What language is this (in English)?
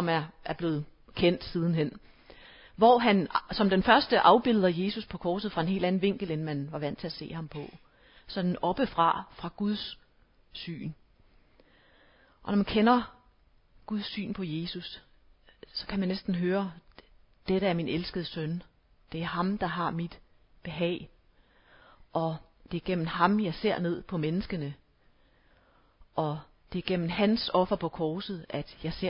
Danish